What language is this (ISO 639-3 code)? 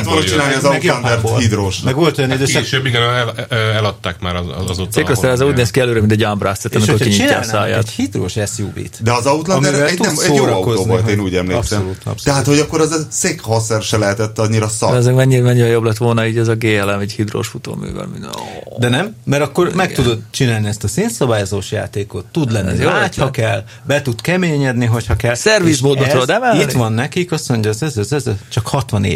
hun